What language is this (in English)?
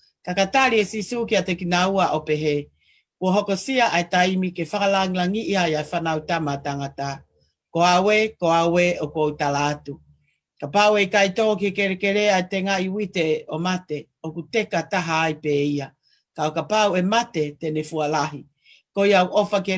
Tongan